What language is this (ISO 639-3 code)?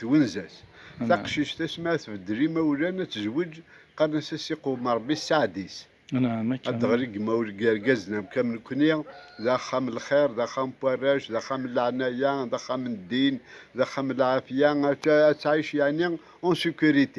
kab